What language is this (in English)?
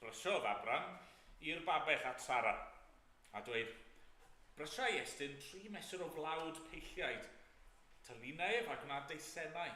Welsh